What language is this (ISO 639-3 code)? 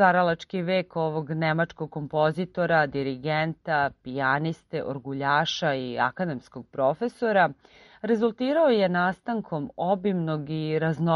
srp